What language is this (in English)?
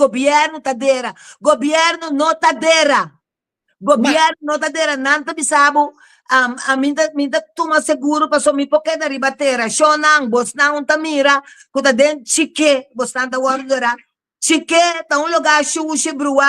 Papiamento